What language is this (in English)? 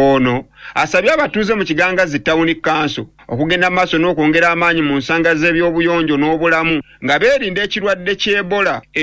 Ganda